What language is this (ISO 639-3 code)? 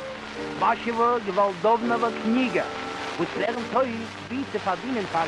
yid